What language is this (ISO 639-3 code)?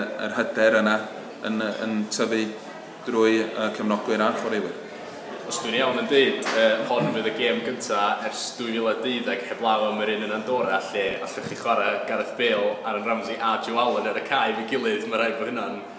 cym